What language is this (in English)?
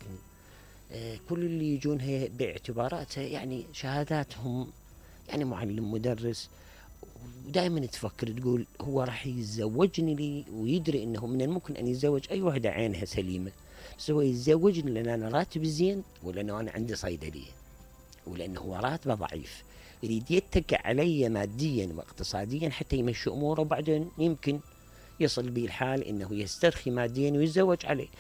Mesopotamian Arabic